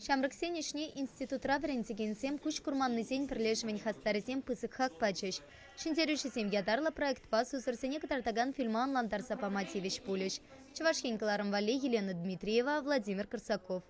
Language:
Chuvash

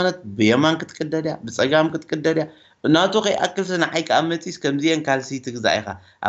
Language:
Tigrinya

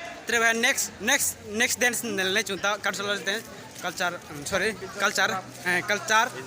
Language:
Riang (India)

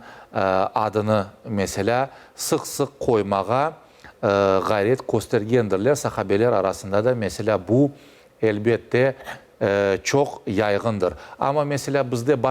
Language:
Crimean Tatar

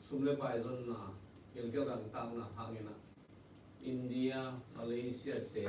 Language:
Tedim Chin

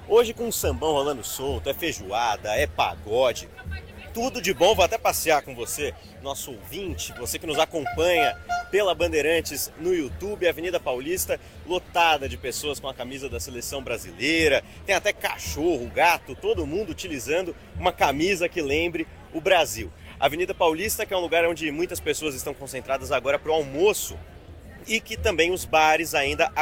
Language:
Portuguese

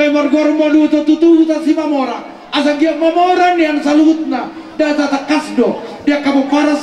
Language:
Batak Toba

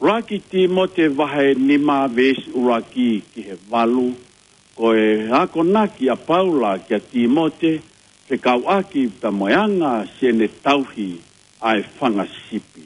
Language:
Tongan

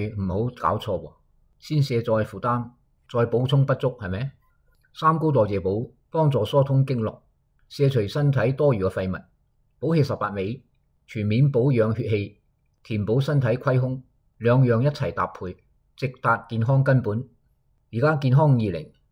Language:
Cantonese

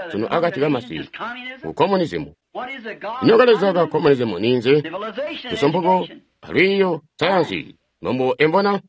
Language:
Tonga (Zambia)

